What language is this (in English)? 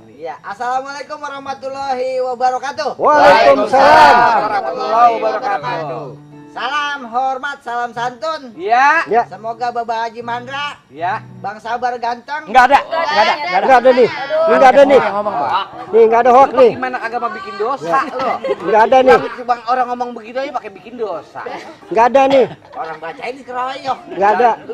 Betawi